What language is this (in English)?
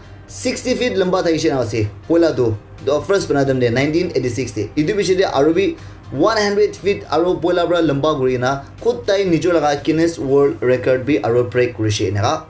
Naga Pidgin